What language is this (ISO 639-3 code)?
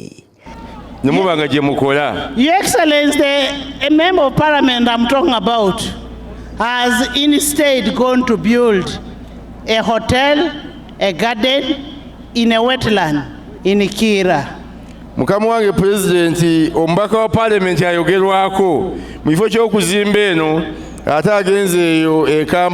nyn